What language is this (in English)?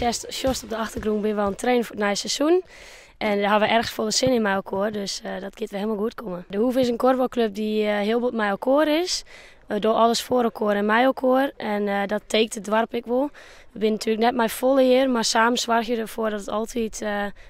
Western Frisian